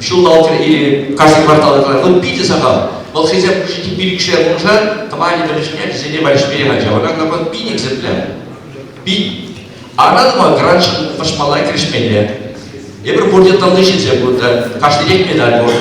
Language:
Chuvash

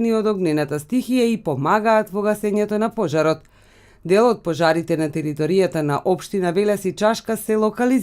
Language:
Macedonian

